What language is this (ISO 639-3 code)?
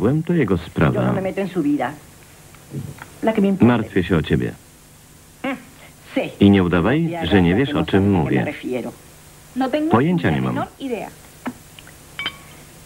pol